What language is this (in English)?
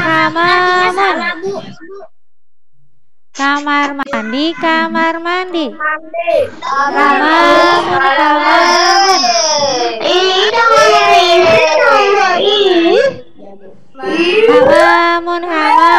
Indonesian